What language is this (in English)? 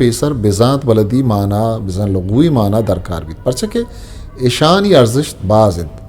Eastern Balochi